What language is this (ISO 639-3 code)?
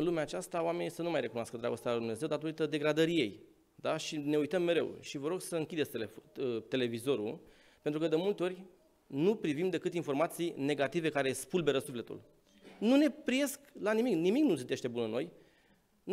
ron